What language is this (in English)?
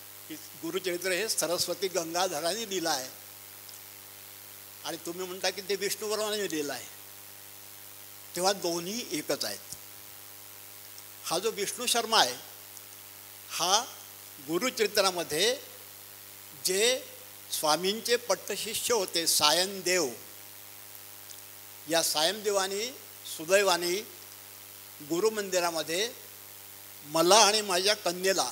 Marathi